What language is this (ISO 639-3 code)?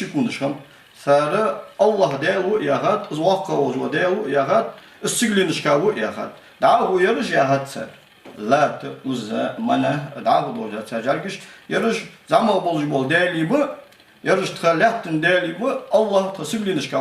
inh